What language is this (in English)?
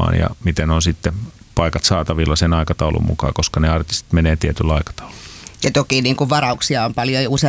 Finnish